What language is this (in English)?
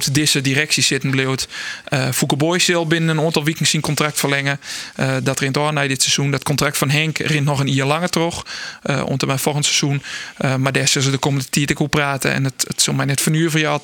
Western Frisian